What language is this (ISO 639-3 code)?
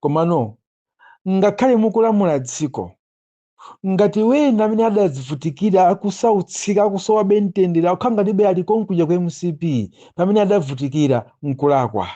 nya